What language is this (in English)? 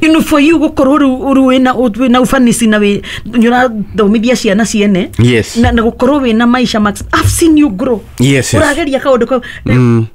Kikuyu